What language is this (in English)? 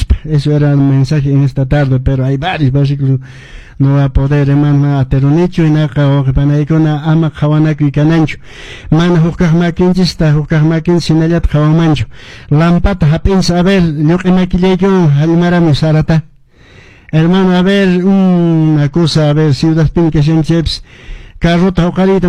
Quechua